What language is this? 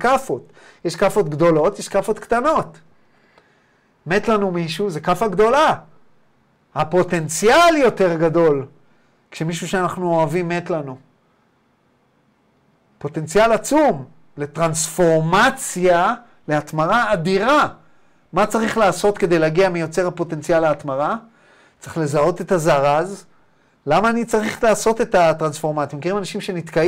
Hebrew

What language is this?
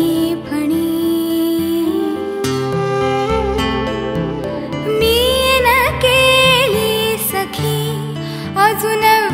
Marathi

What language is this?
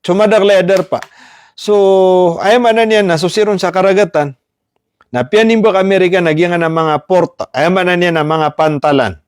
Maranao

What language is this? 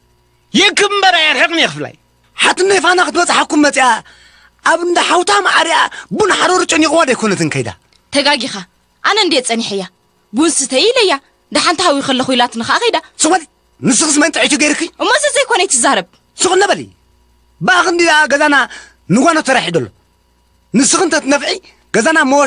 Tigrinya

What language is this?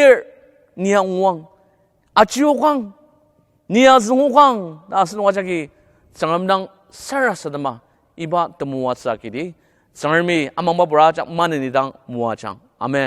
Ao Naga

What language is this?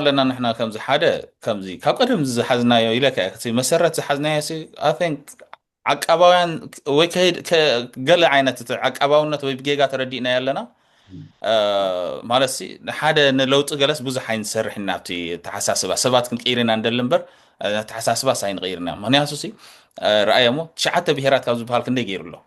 Tigrinya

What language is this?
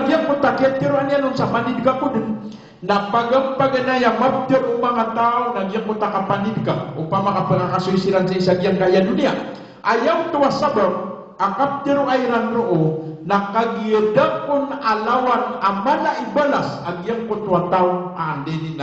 Maranao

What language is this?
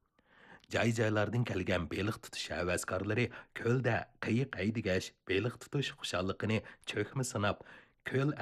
Uyghur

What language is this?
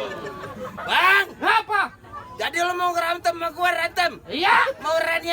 Betawi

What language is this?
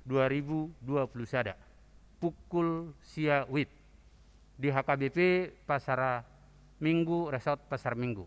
Batak Toba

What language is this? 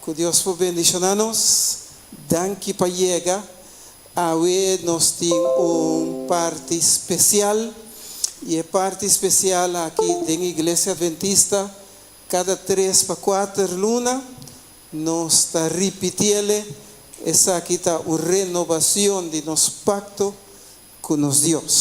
Papiamento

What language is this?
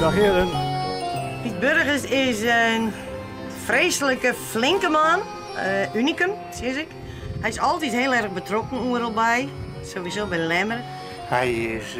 Western Frisian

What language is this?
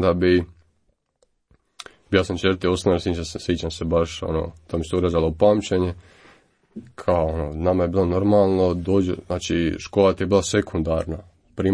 Croatian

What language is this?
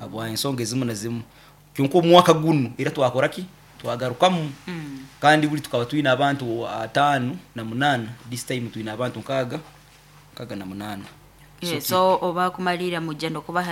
Nyoro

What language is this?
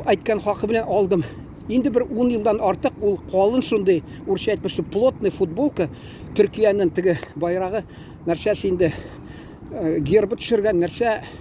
Tatar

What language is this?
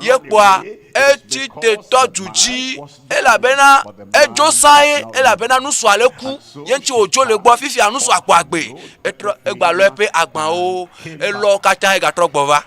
Ewe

